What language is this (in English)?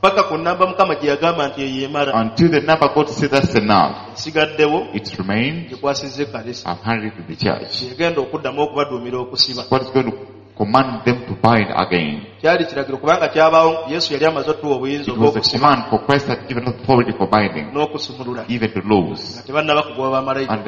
Ganda